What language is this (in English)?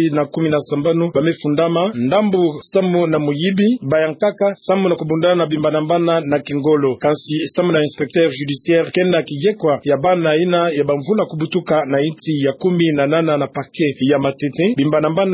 Kituba (Democratic Republic of Congo)